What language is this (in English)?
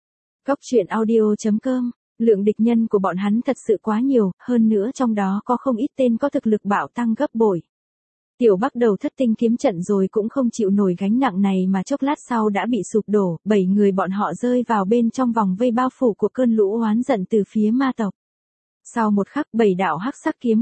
Vietnamese